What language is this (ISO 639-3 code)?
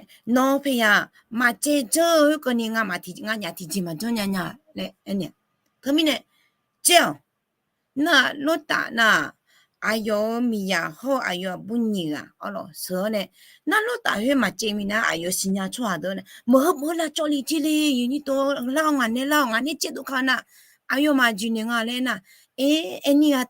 ahk